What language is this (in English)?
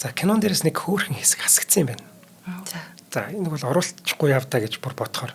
Mongolian